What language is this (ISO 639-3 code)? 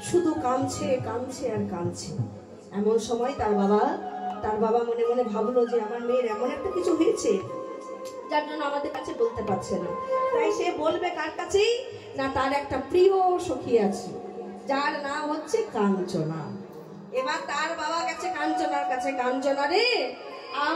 ben